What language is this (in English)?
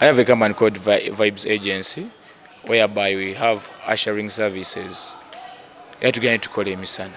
Ganda